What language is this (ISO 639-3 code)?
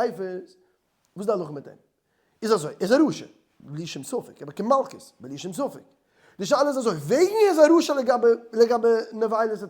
yid